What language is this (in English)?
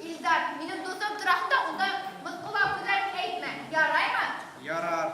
Bashkir